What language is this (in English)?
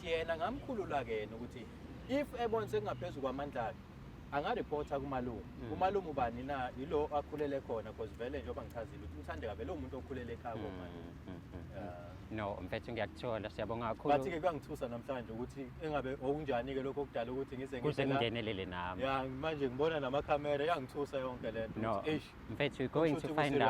Zulu